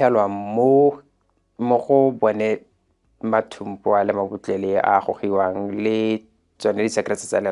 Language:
Tswana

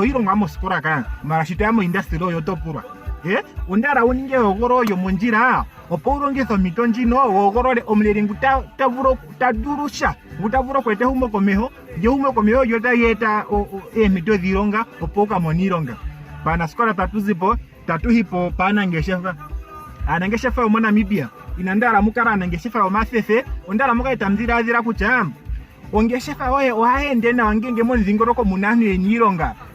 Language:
Ndonga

